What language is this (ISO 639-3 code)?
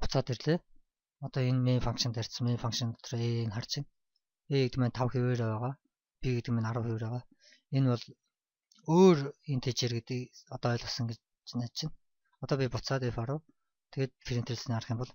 mon